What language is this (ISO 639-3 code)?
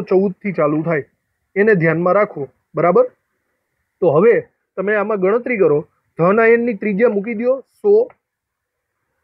guj